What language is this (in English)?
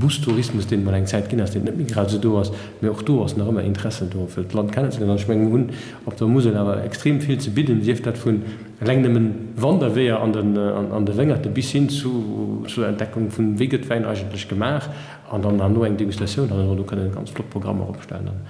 Luxembourgish